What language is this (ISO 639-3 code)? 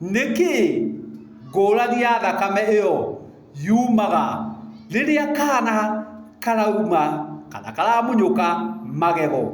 kik